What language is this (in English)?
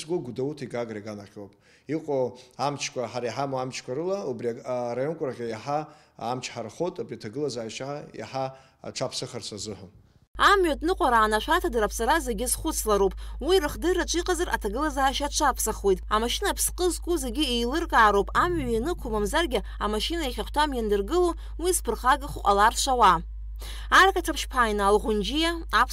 Abkhazian